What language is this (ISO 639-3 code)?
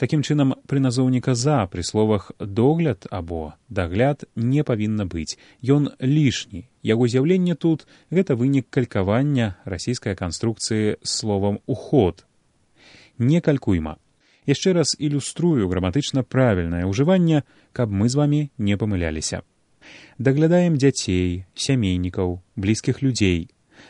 bel